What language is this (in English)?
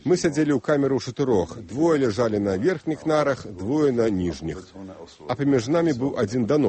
Belarusian